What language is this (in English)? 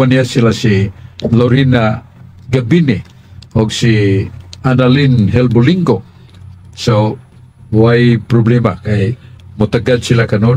Cebuano